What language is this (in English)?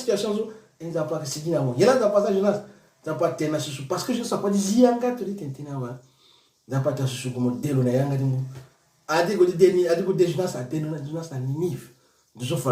Sango